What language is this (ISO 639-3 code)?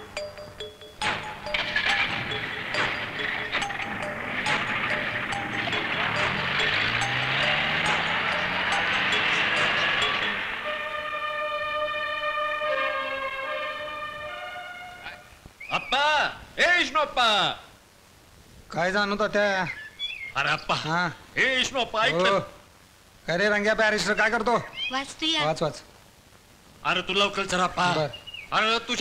mar